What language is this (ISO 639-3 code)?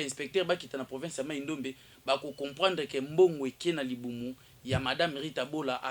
lin